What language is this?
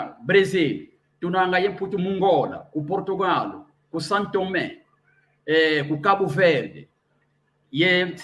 San Salvador Kongo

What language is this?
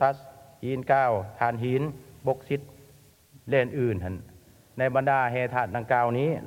Lao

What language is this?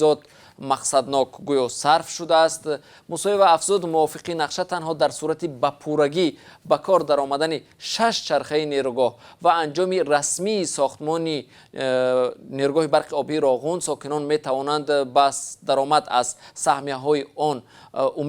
Tajik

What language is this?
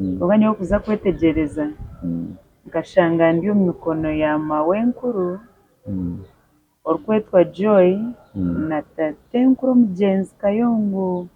Nyankole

